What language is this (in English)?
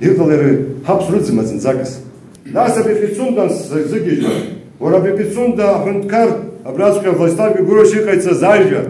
Abkhazian